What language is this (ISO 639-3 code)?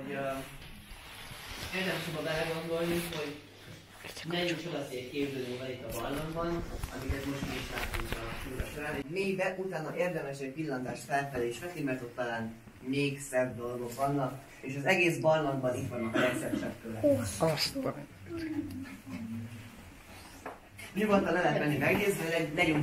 hun